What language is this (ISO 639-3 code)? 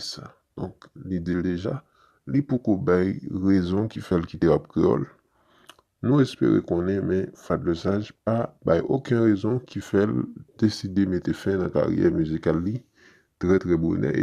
hat